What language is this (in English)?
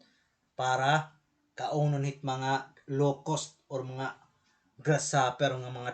Waray